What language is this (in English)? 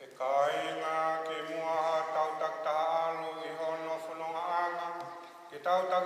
Tongan